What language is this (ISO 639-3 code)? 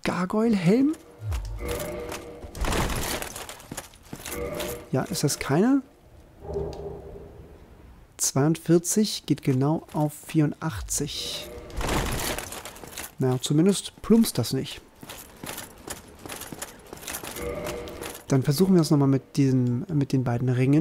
deu